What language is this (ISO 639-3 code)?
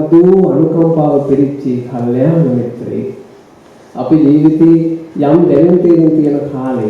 sin